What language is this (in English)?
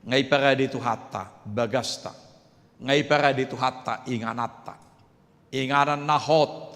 Batak Toba